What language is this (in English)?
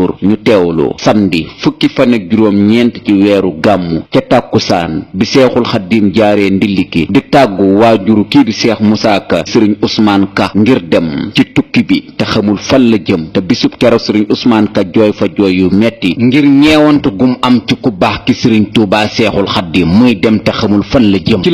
Wolof